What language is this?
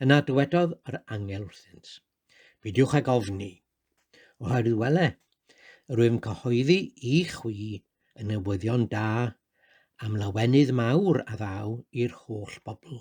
Welsh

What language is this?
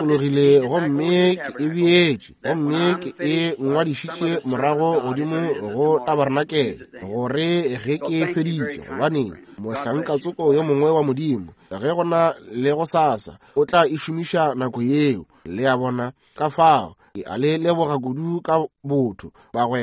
Northern Sotho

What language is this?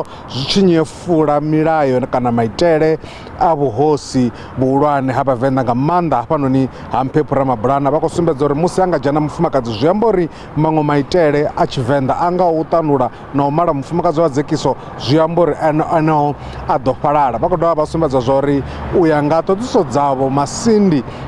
Venda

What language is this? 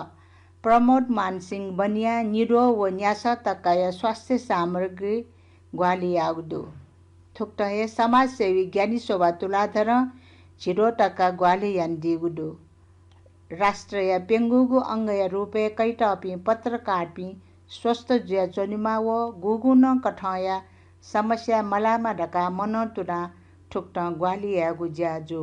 Newari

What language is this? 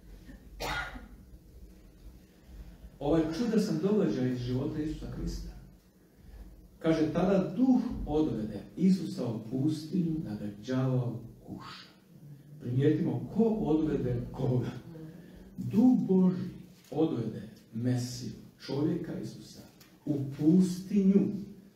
Croatian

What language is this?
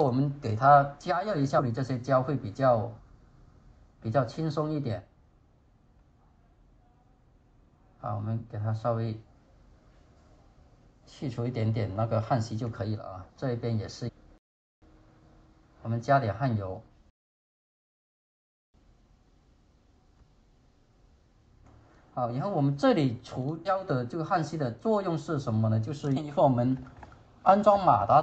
Chinese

